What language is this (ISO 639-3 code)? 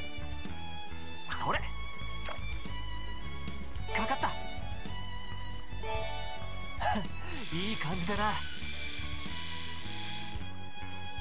jpn